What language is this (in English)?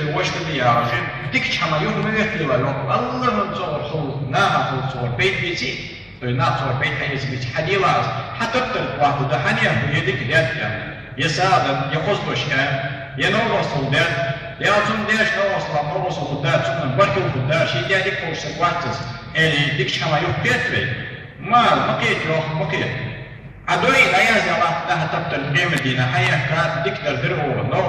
Ingush